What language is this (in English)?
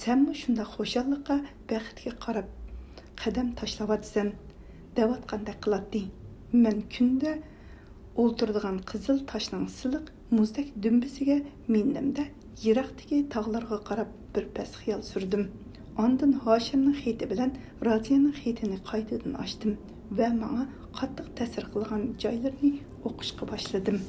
Uyghur